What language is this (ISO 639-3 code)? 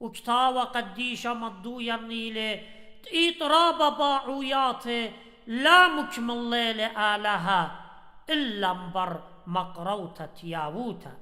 aii